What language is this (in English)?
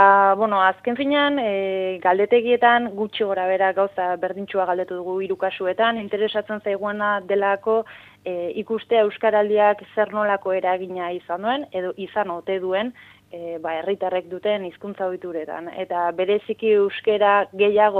Basque